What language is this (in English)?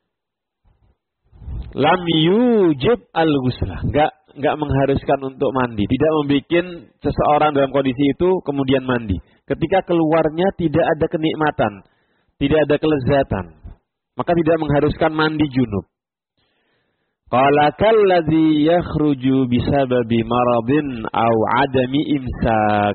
Indonesian